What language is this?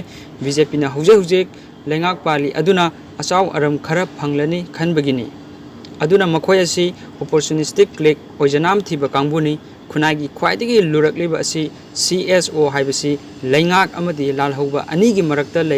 Manipuri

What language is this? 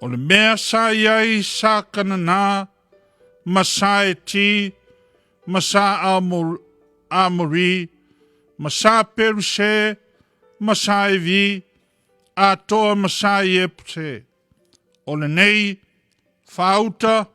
Samoan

